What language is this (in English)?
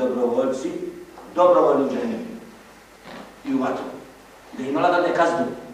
Bosnian